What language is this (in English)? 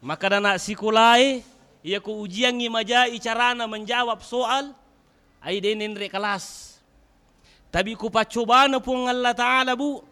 Buginese